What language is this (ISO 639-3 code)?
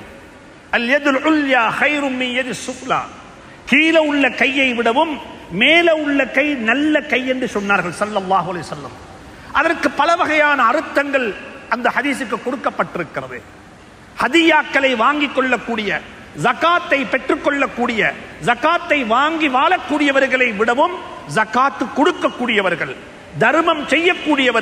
tam